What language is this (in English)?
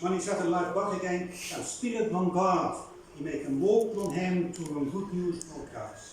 Bislama